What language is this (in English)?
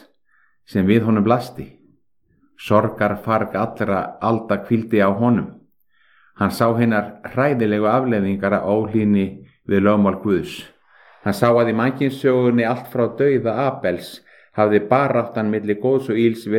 Icelandic